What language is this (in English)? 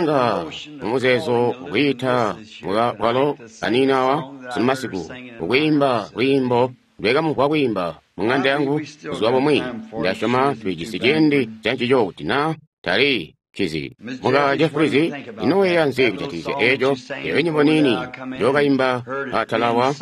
Tonga (Zambia)